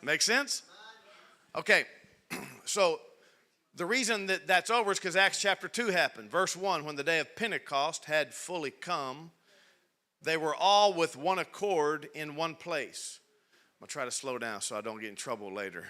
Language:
English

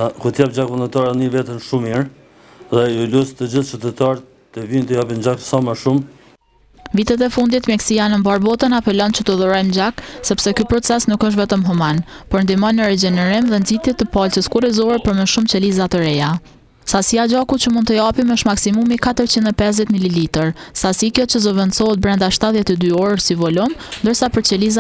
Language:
Albanian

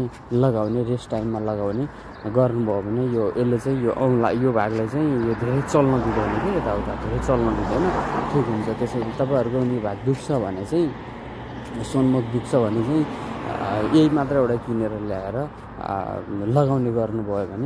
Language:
Nepali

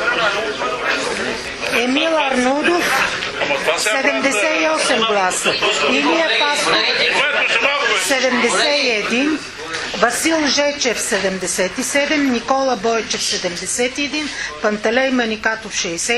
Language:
Bulgarian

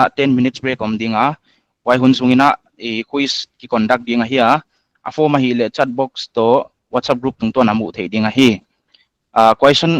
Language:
Paite Chin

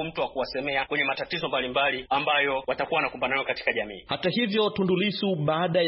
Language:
Swahili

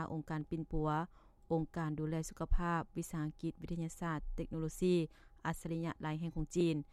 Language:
Lao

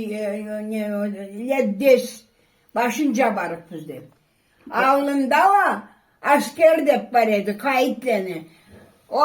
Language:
Karachay-Balkar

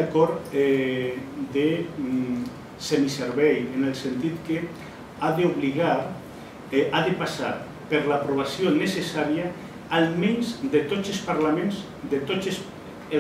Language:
Catalan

